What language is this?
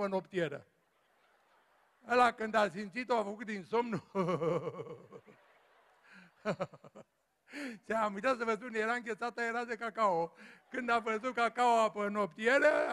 Romanian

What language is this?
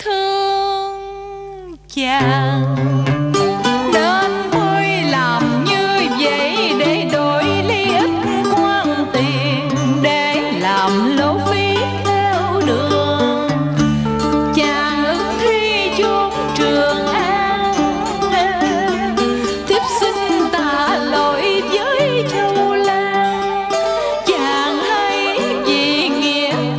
Vietnamese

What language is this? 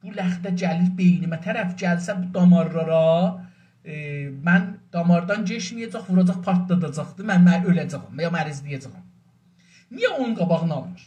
South Azerbaijani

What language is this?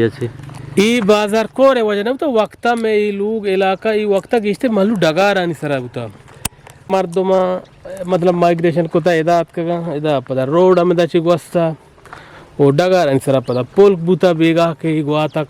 Eastern Balochi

